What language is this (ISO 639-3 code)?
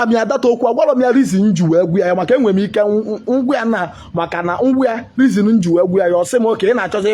ibo